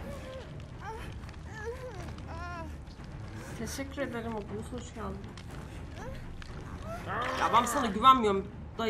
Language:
Turkish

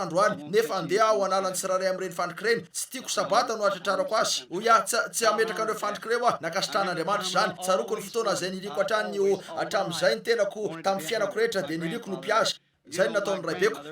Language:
Malagasy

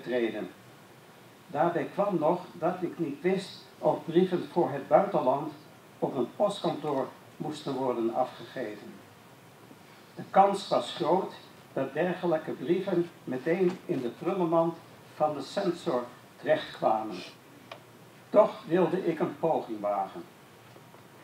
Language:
Dutch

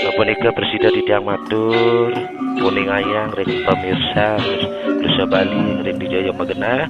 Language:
Balinese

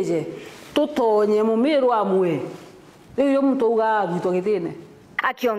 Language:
Meru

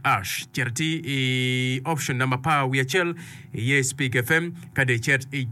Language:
Acoli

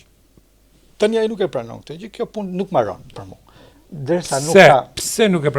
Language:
Albanian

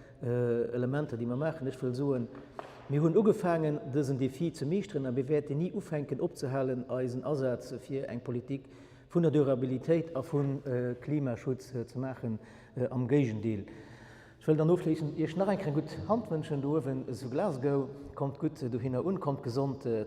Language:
Luxembourgish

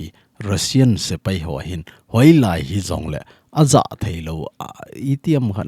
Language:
Thado Chin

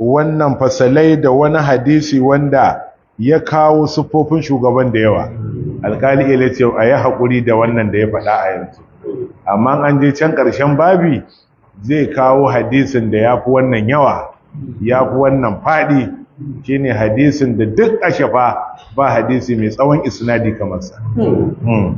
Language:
Hausa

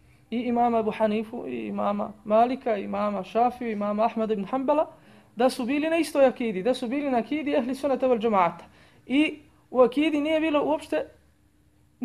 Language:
Bosnian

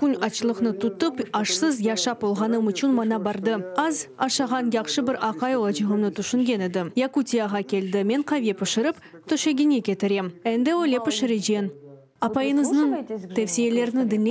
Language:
Crimean Tatar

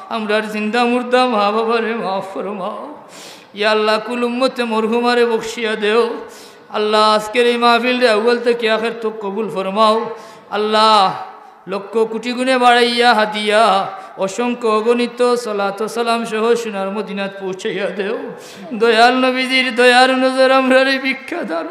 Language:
Sylheti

